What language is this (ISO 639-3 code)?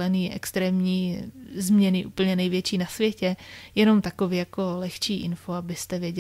ces